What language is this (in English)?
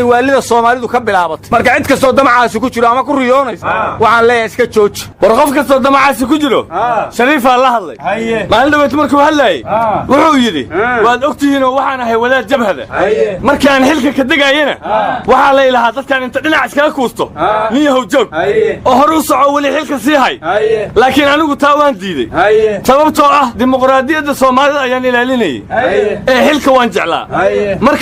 Somali